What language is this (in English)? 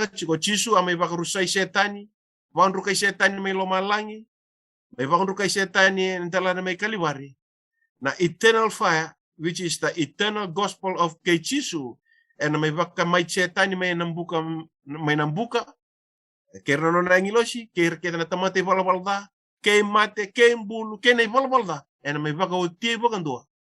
Fijian